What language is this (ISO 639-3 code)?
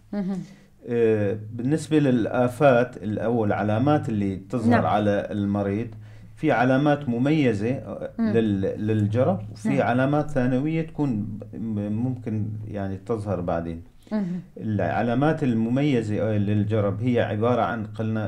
apc